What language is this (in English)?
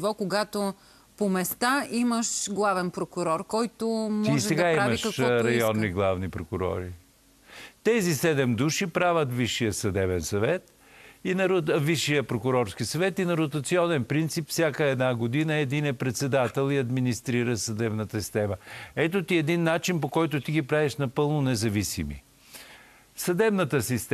Bulgarian